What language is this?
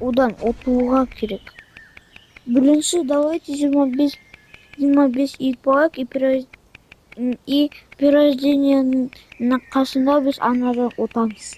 Kazakh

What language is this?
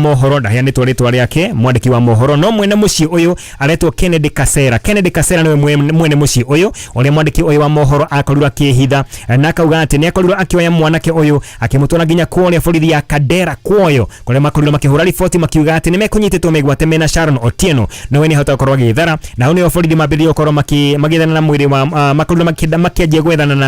Kikuyu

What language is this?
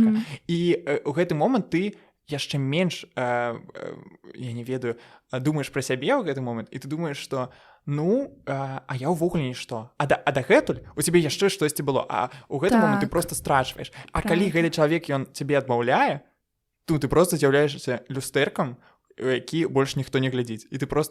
Belarusian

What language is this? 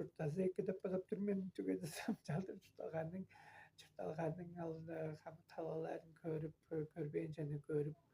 Tuvinian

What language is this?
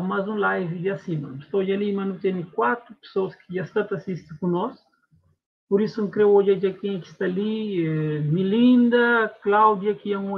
Kabuverdianu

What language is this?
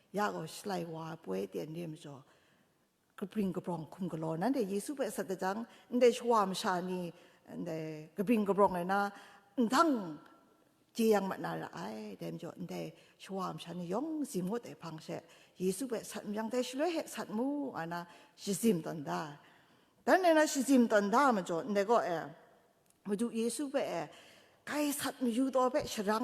Kachin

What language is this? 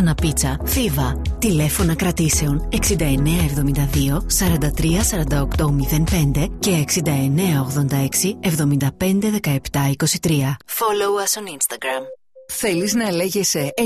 Greek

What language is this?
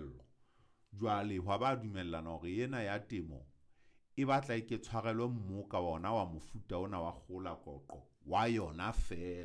Southern Sotho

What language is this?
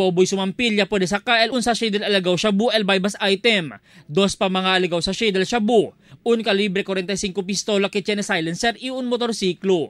Chavacano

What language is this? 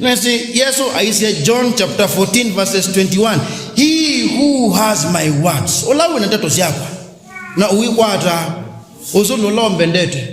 Kamba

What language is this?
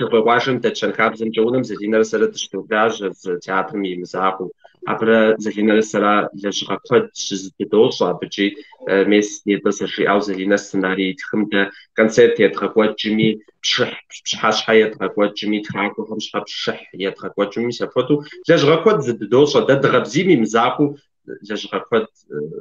Kabardian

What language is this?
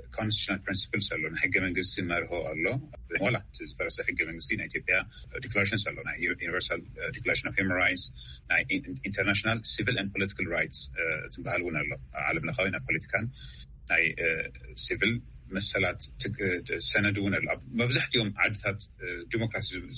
Tigrinya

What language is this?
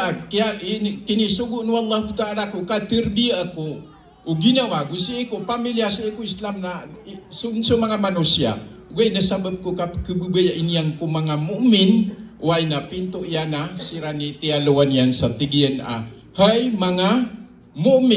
Maranao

